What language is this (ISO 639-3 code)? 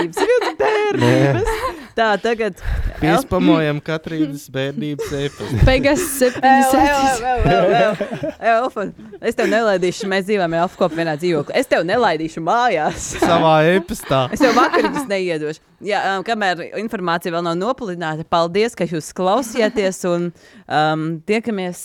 lav